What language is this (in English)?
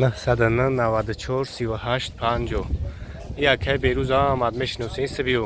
Tajik